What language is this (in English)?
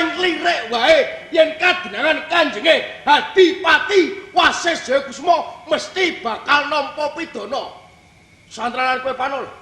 Javanese